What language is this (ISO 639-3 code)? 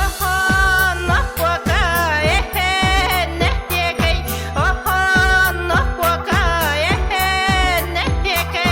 sah